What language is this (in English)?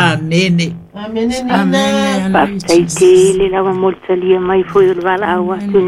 Samoan